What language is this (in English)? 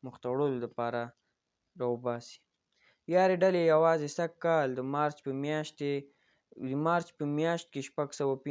Pashto